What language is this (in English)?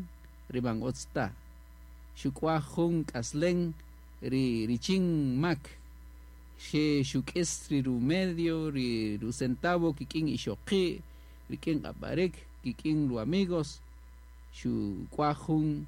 Kaqchikel